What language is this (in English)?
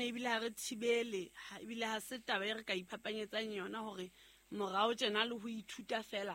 Southern Sotho